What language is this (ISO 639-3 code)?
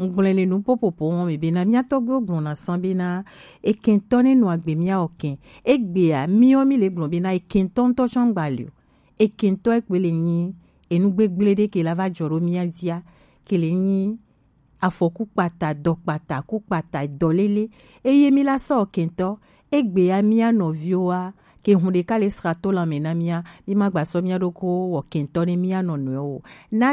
gej